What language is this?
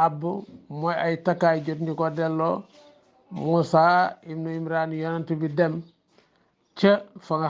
Wolof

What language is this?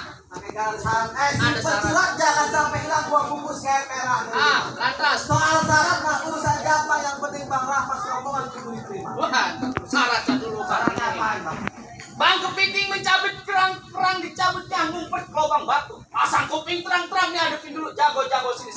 Betawi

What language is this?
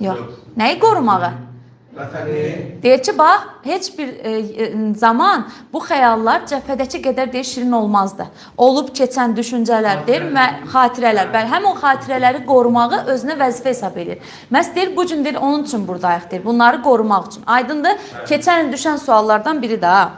Azerbaijani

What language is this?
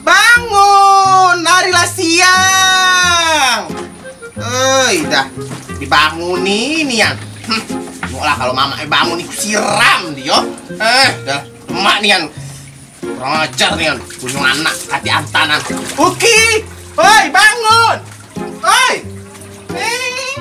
Musi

